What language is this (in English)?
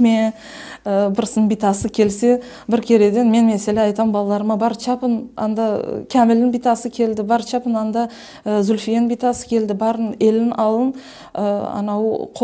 Crimean Tatar